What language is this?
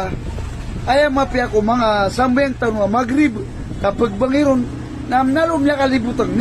Maranao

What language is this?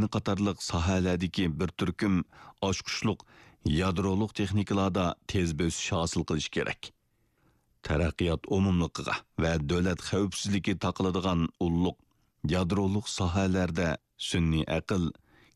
Uyghur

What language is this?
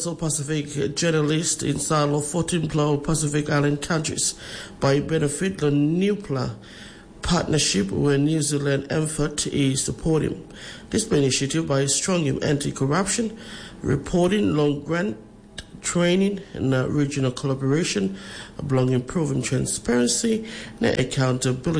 Tok Pisin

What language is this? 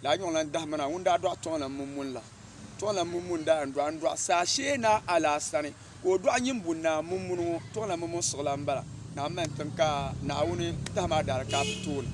Dagbani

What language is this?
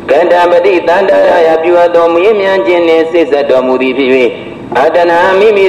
Burmese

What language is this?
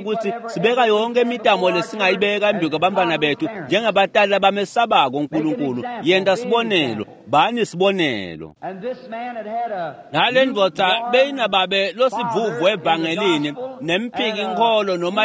Swati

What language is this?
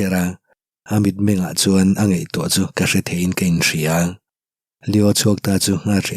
Mizo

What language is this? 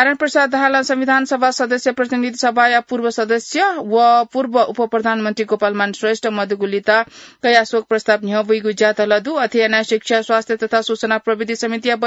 Newari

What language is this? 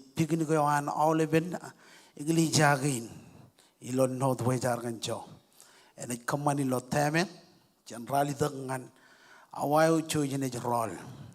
Marshallese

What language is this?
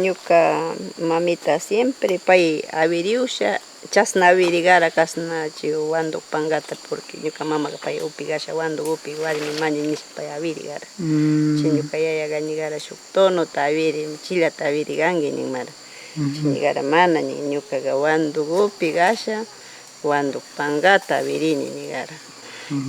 Northern Pastaza Quichua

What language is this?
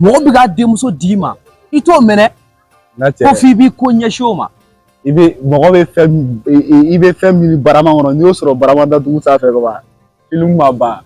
Bambara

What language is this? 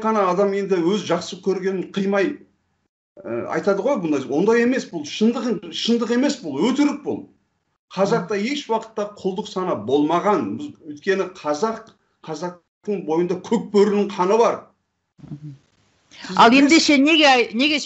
Kazakh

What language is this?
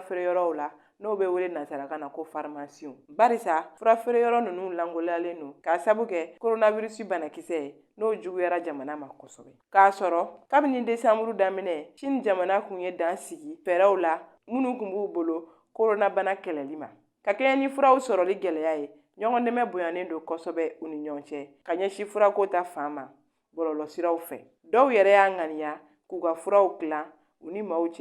Bambara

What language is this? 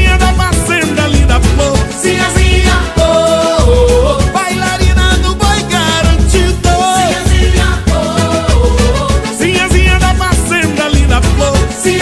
Portuguese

